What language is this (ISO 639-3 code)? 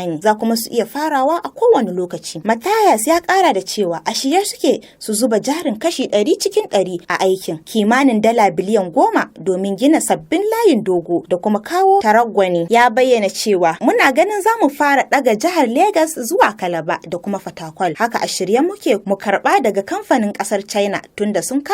hau